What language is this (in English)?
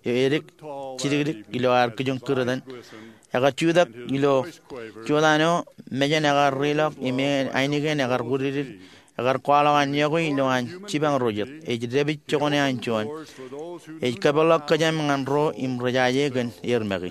Marshallese